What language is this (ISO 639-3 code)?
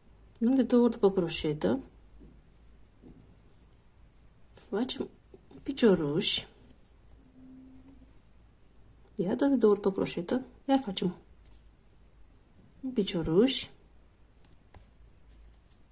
ron